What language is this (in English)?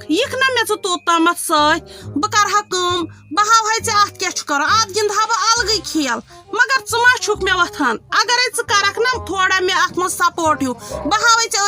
Kashmiri